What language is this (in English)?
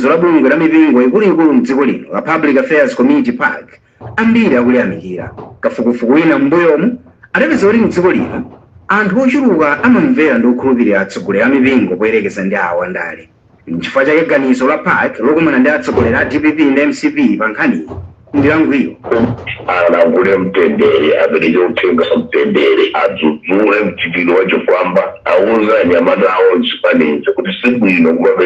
Nyanja